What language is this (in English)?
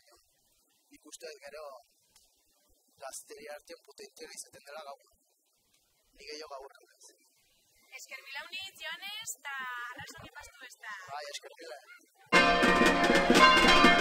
Basque